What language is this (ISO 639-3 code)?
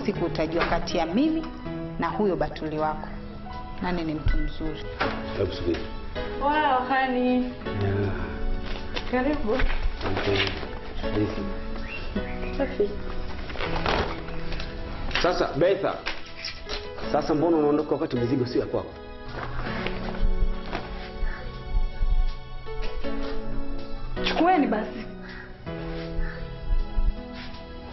swa